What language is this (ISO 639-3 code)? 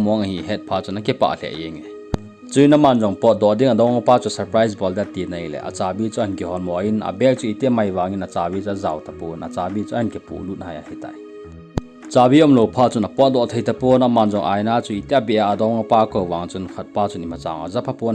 tcz